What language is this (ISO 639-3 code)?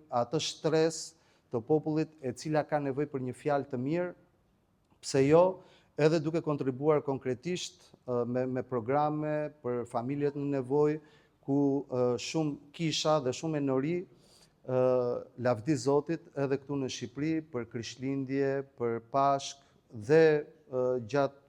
sqi